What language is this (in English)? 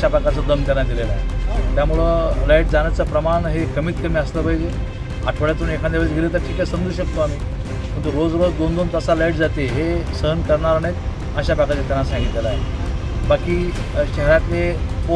Marathi